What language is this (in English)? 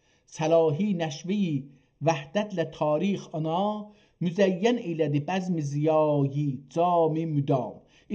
South Azerbaijani